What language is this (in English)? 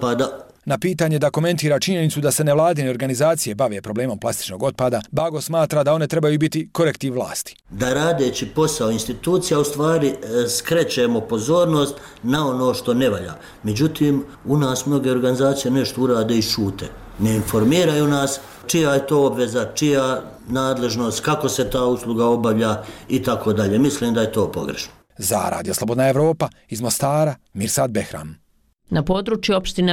Croatian